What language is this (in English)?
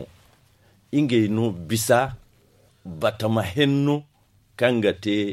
Zarma